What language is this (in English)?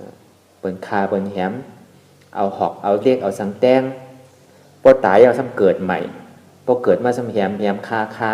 Shan